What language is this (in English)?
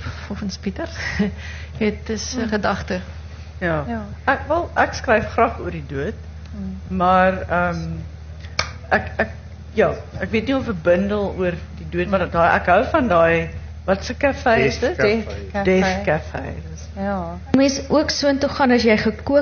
Afrikaans